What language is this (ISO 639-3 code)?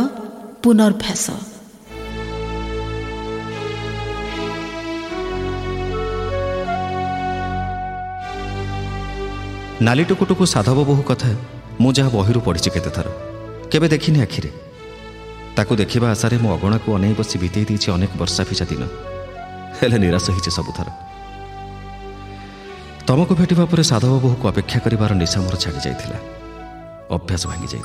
ori